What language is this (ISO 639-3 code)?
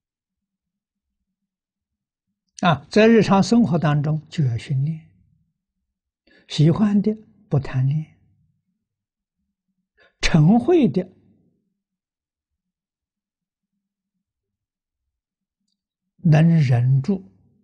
zho